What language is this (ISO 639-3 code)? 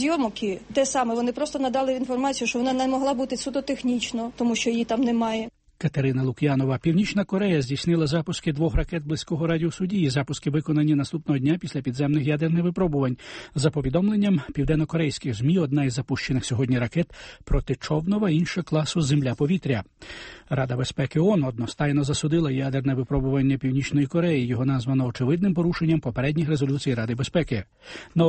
ukr